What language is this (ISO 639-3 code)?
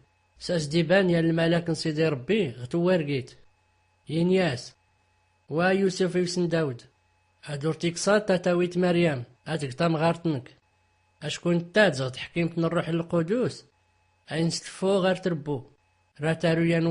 shi